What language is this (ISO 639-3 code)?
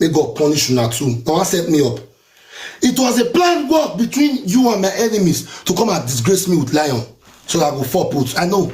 pcm